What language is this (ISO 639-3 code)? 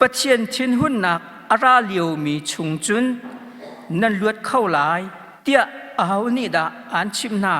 cnh